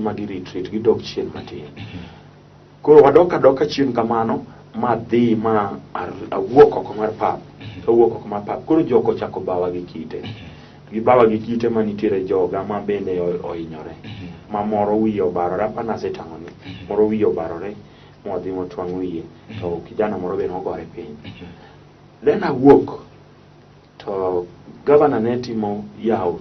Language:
Luo (Kenya and Tanzania)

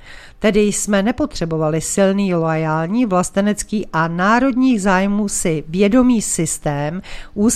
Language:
Czech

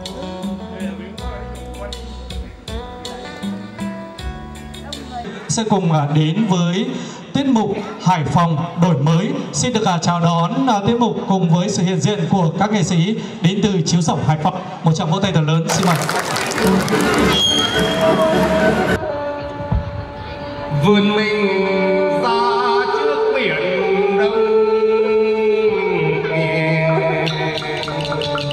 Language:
Vietnamese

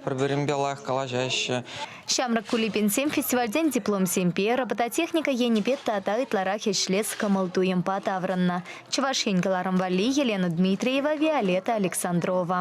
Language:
Chuvash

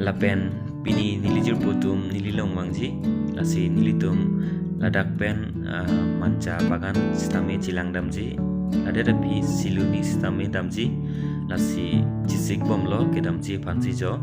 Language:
Karbi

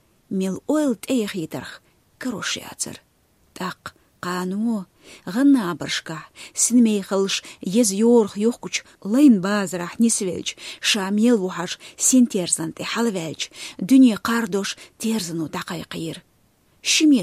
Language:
Chechen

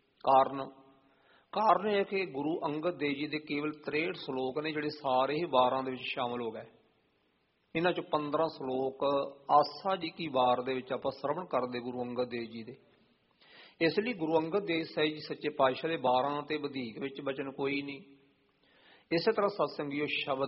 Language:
Punjabi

